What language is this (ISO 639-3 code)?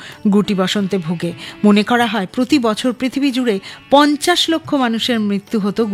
ben